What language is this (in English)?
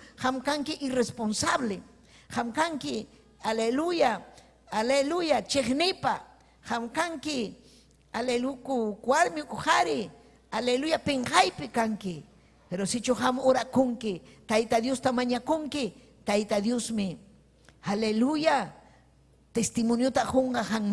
Ayacucho Quechua